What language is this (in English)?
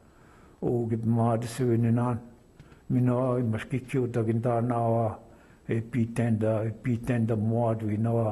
Chippewa